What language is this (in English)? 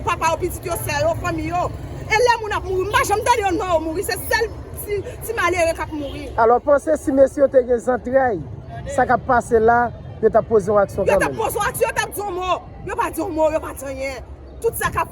Haitian Creole